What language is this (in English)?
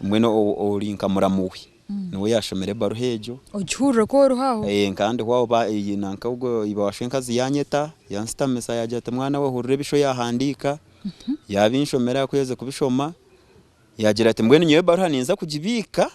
Nyankole